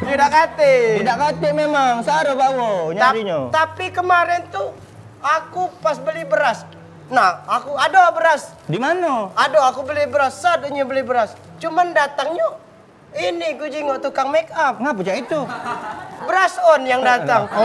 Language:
Musi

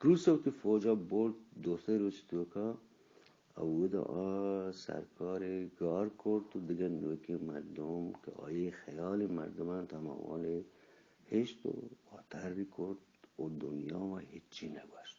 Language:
Eastern Balochi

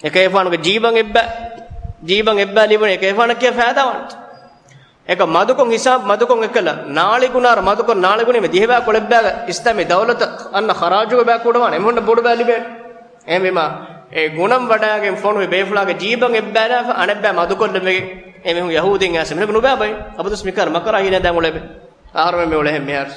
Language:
Divehi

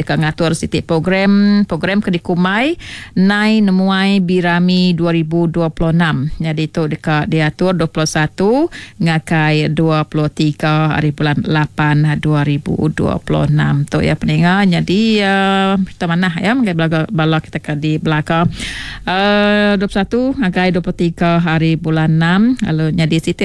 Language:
Iban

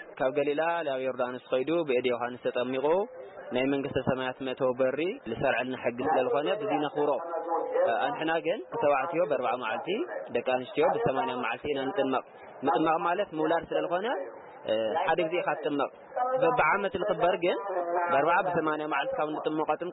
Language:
Tigrinya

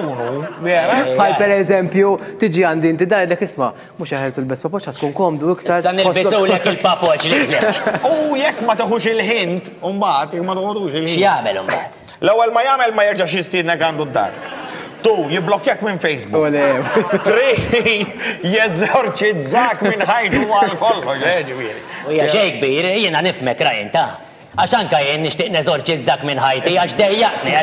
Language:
Maltese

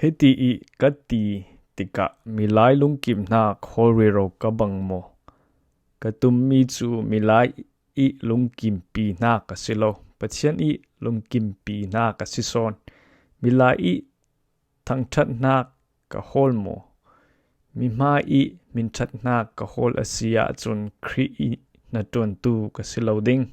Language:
Falam Chin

